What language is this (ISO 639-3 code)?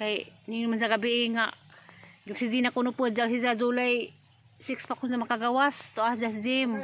ceb